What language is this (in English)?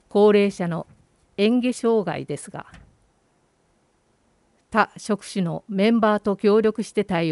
Japanese